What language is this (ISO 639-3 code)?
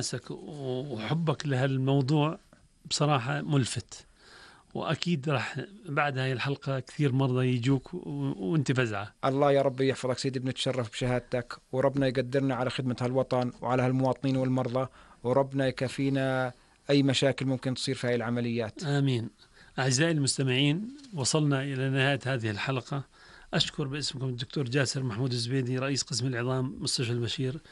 apc